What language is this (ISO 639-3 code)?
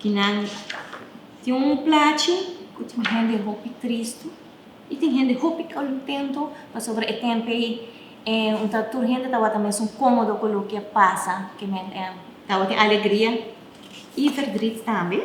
pap